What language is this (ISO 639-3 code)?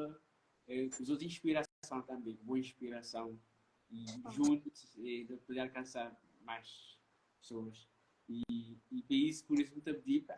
kea